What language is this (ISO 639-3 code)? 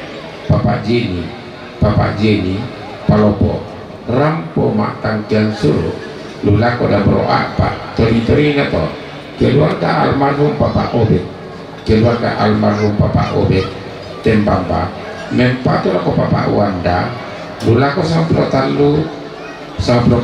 sda